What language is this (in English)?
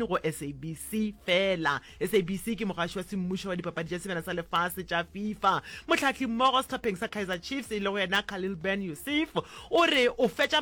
Northern Sotho